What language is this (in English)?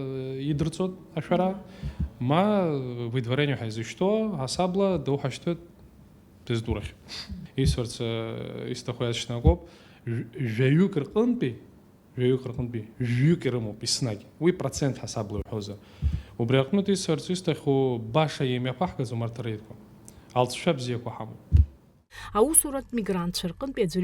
Abkhazian